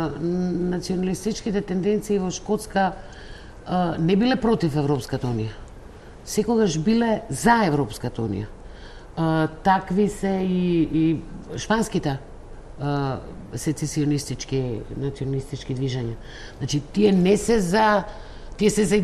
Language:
Macedonian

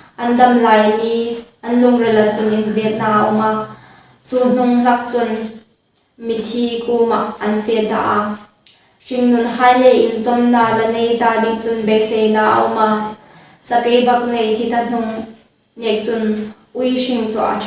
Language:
Hmar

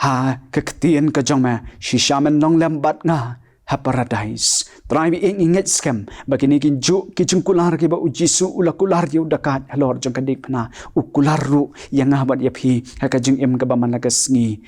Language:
Khasi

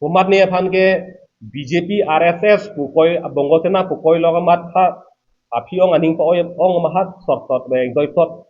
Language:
Karbi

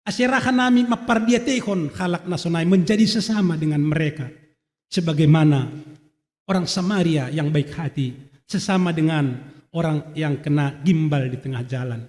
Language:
Batak Simalungun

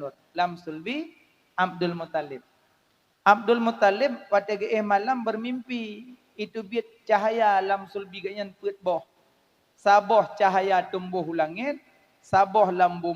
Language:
Achinese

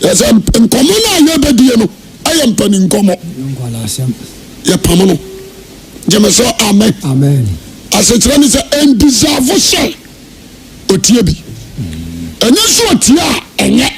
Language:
Akan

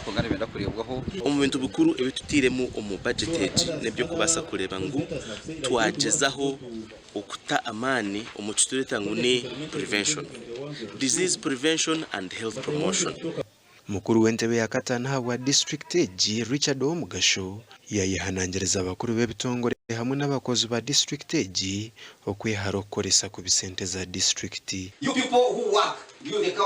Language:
Nyankole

